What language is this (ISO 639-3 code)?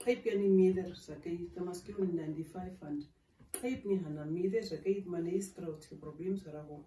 naq